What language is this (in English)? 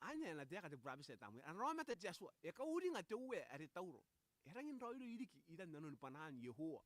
Gilbertese